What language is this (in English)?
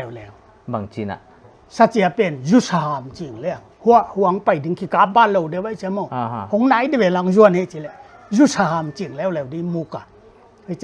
Paite Chin